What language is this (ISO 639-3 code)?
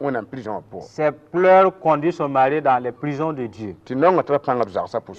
mos